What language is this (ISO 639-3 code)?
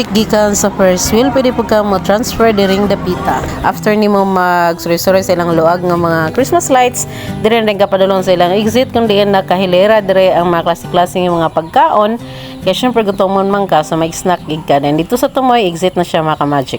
ceb